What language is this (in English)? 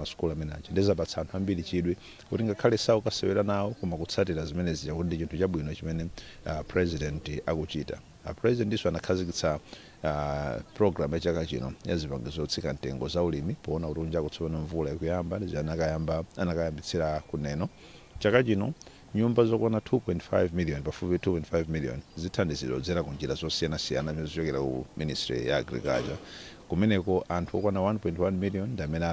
Nyanja